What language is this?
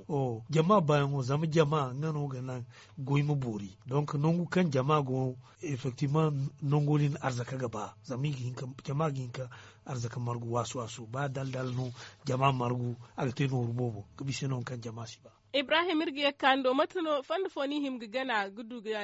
Zarma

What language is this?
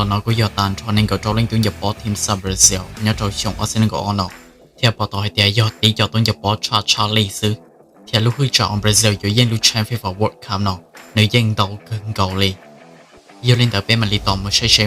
Hmong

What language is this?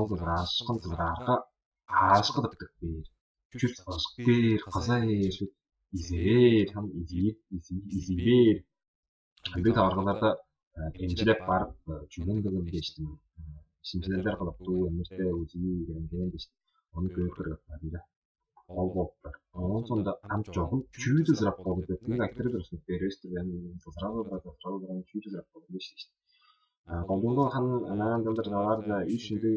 Tuvinian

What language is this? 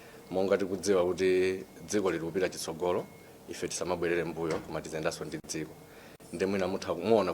Nyanja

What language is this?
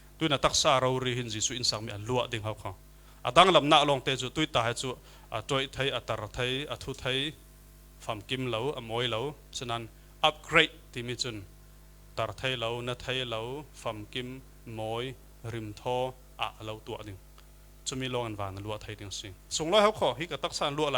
Falam Chin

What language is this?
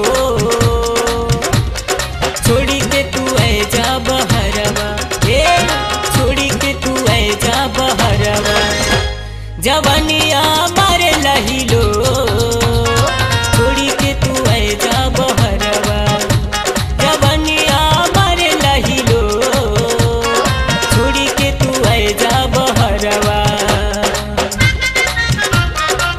Bhojpuri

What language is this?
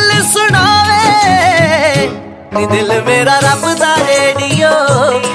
Punjabi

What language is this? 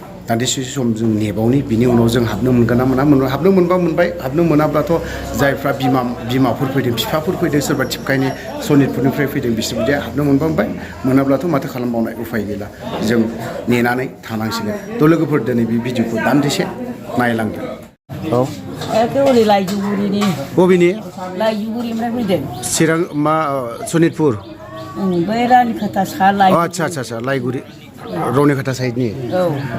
Bodo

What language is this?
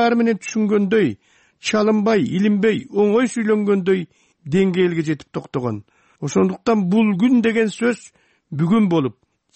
Kyrgyz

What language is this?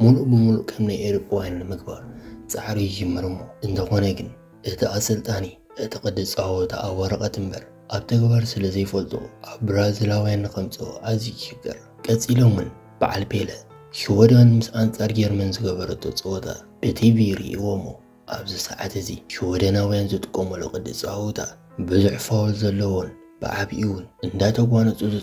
Tigrinya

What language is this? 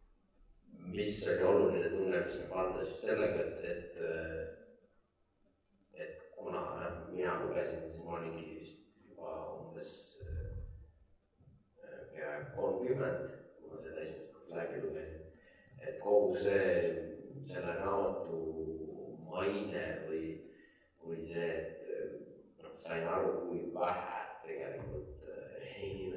Estonian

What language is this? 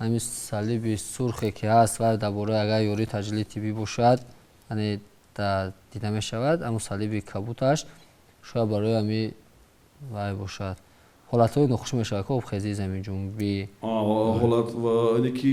Tajik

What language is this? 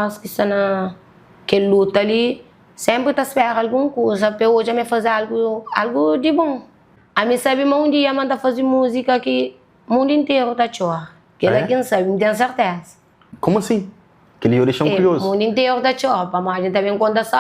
Kabuverdianu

